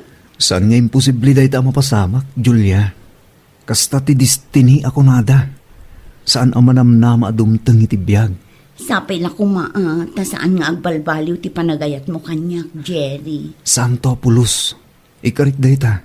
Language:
Iloko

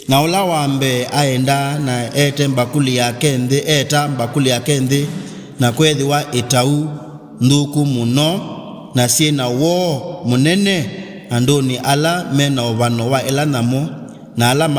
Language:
Kamba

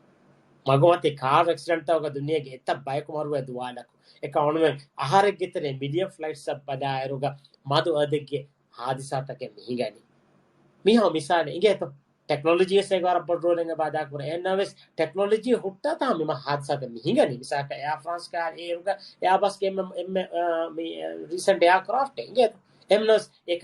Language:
Divehi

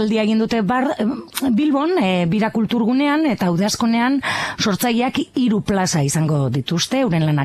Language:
Basque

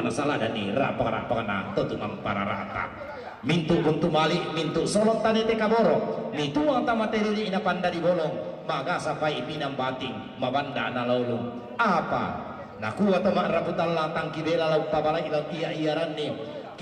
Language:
Toraja-Sa'dan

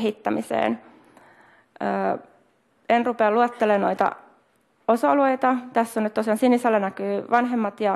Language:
Finnish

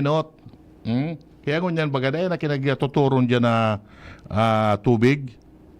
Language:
Bikol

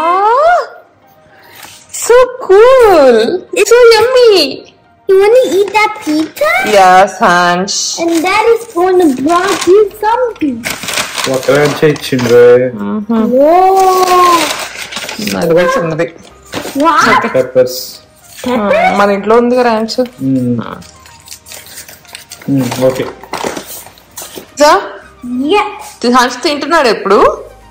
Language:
Telugu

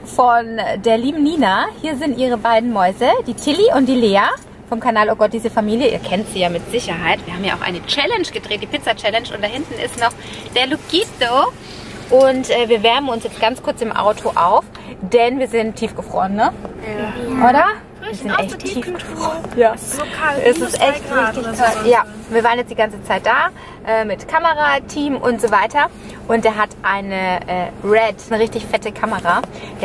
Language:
German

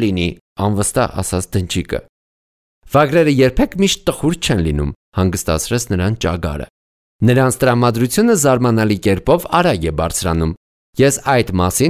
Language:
Armenian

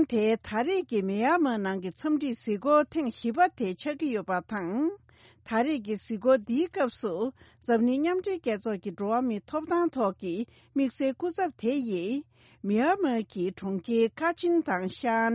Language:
Tibetan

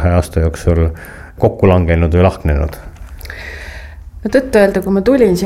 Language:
Estonian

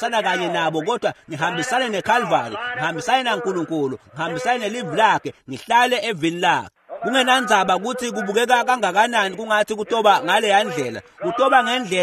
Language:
Swati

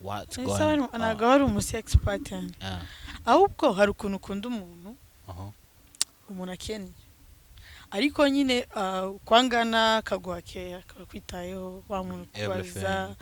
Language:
Kinyarwanda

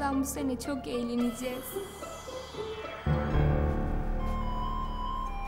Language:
Turkish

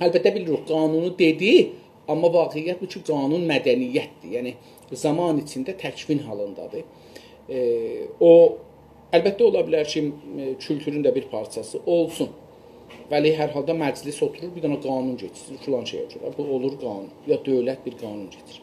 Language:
South Azerbaijani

